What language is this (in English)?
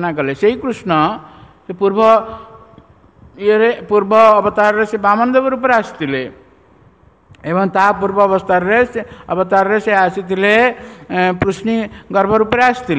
Odia